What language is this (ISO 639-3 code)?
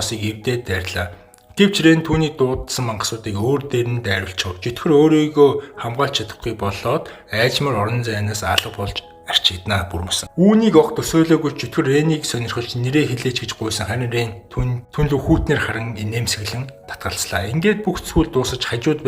mon